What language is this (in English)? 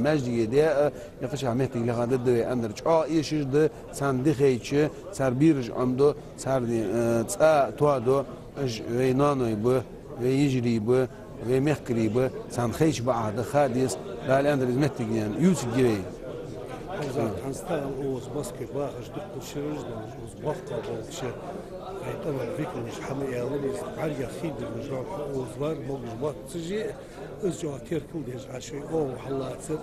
Ingush